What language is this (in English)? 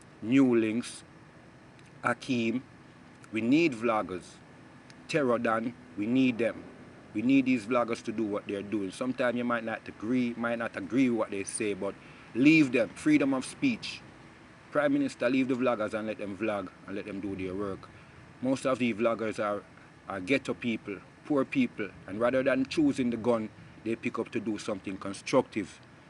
Jamaican Creole English